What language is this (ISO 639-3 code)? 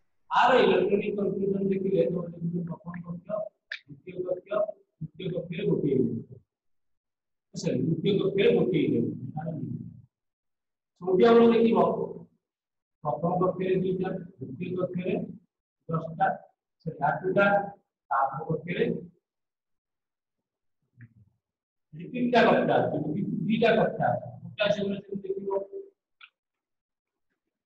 ori